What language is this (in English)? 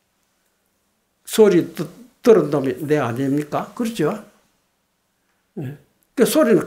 Korean